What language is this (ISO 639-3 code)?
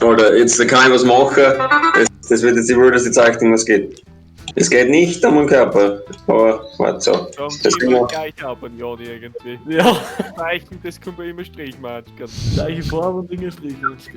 bar